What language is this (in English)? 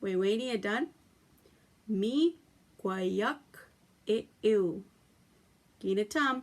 Chippewa